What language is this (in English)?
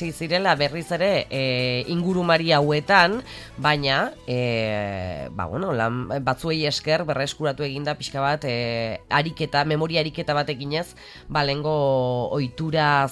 Basque